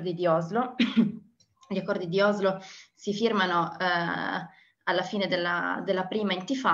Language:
Italian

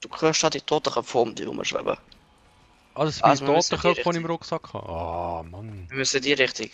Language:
Swiss German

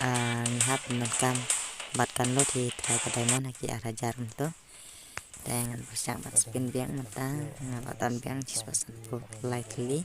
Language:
Khasi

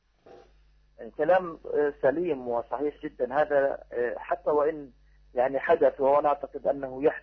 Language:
Arabic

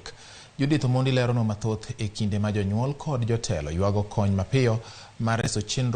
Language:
Luo (Kenya and Tanzania)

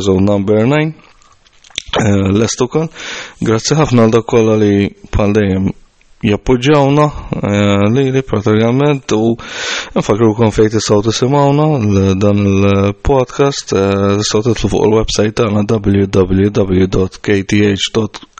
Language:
Maltese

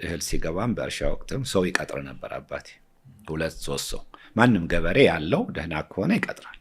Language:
Amharic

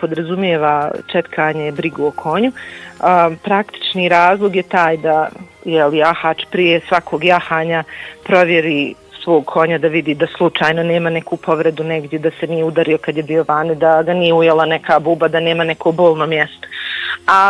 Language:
Bosnian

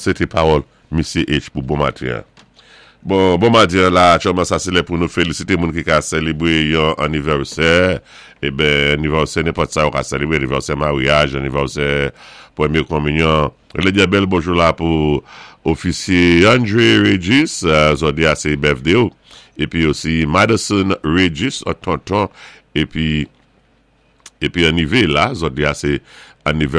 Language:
Saint Lucian Creole French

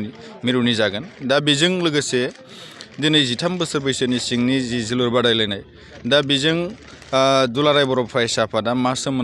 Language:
Bodo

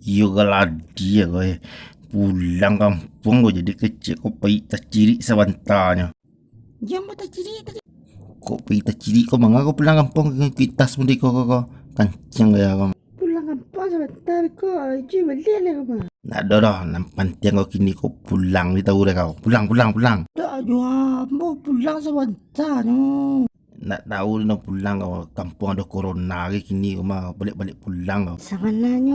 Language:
Minangkabau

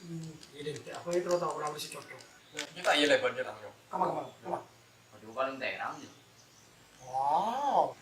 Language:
Madurese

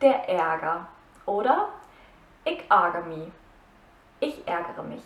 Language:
Low German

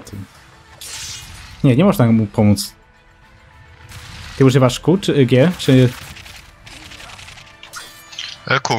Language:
Polish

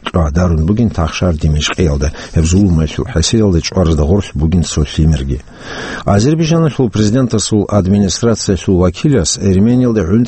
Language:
Avaric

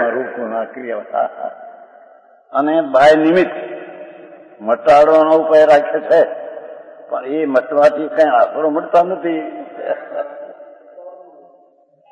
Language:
Gujarati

